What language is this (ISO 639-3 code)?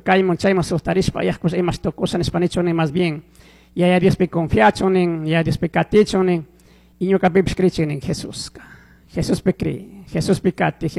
qug